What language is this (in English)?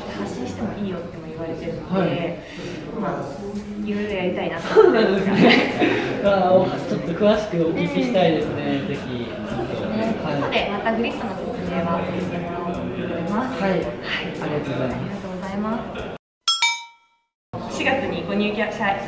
Japanese